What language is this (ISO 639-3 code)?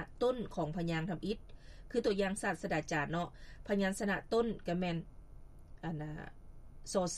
lao